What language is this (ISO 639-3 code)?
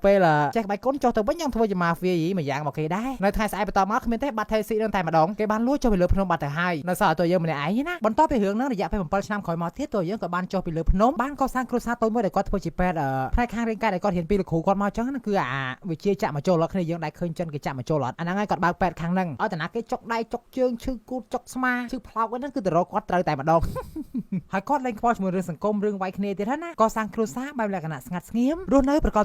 khm